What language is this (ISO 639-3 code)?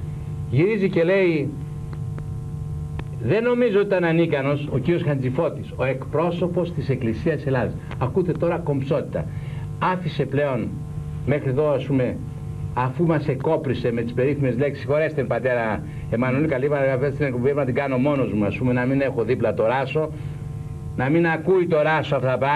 ell